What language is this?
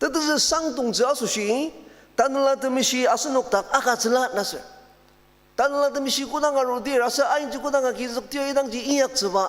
Ao Naga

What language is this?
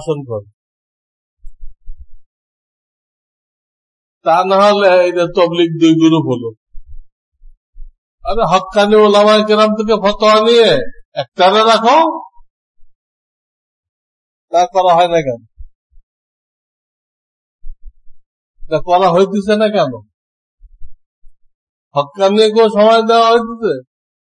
Bangla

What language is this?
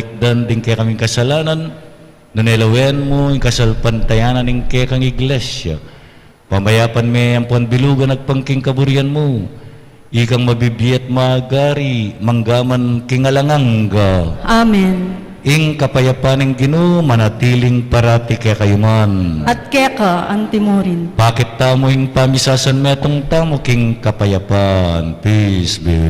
Pampanga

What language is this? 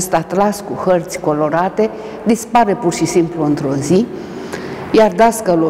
Romanian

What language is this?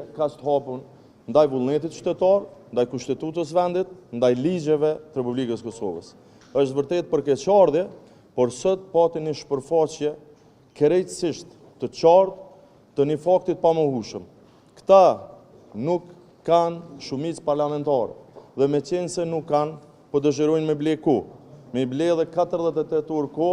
Albanian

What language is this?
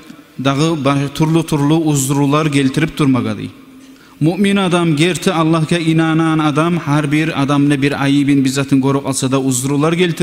Kumyk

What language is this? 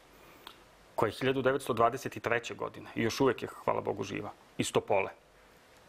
Serbian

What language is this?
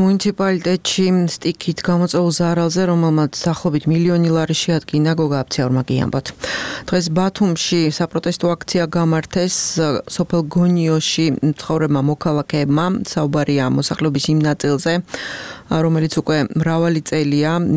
Georgian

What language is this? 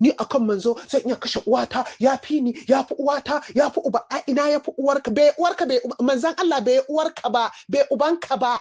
Hausa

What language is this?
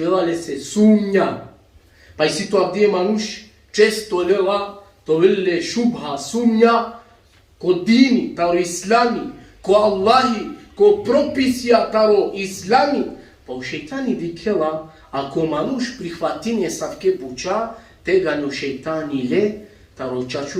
Balkan Romani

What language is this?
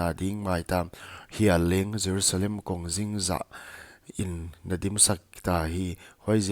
Paite Chin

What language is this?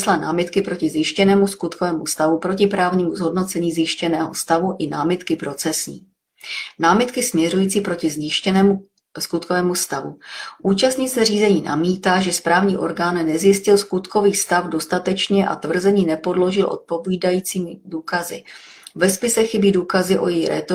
Czech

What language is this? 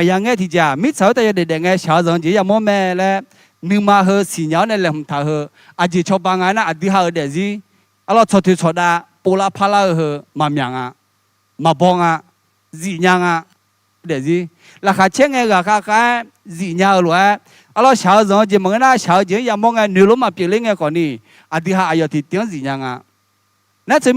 Akha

